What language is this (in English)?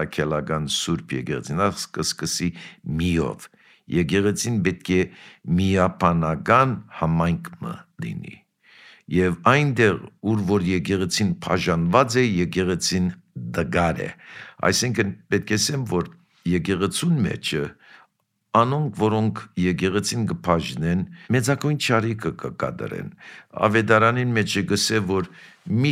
Armenian